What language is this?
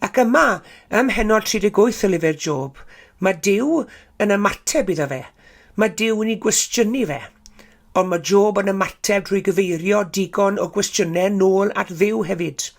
Welsh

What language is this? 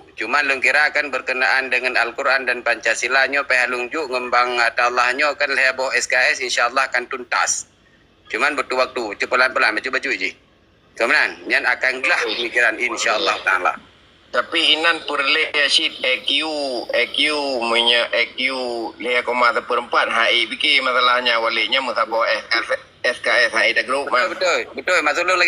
Achinese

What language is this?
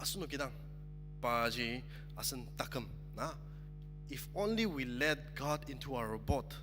Ao Naga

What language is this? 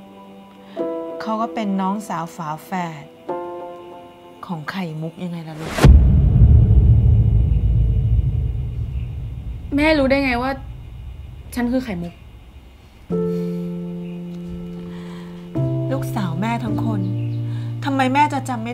Thai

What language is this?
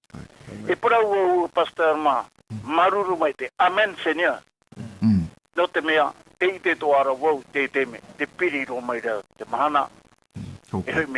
Tahitian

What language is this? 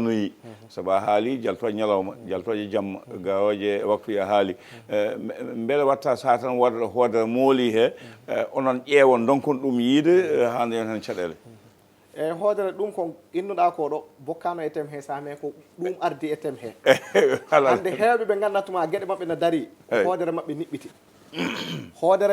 Fula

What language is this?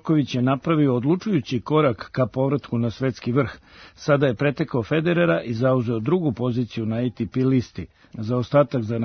Serbian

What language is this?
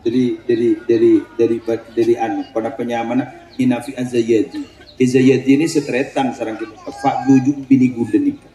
Madurese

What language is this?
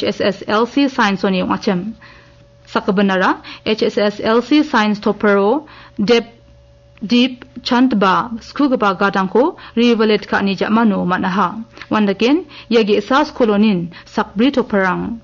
Garo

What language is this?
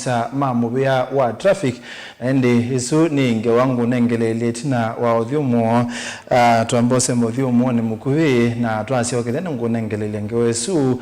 Kamba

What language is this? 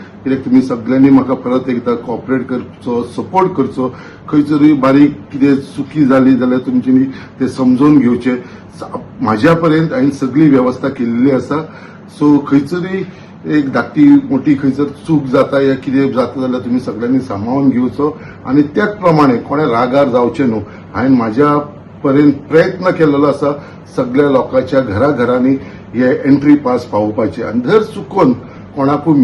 Konkani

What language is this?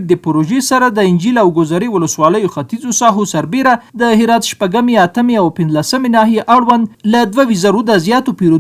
Pashto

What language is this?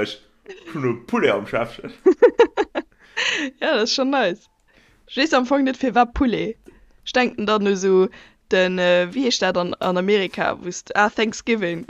Luxembourgish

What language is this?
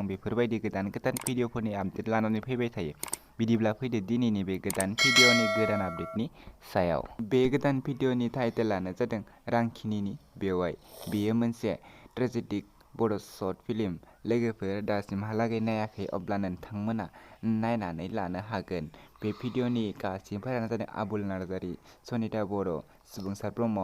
Bodo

